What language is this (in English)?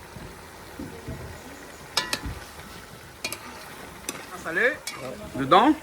Réunion Creole French